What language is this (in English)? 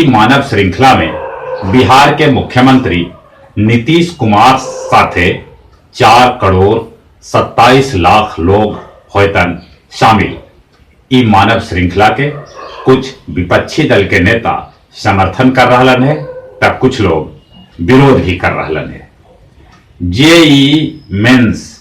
Magahi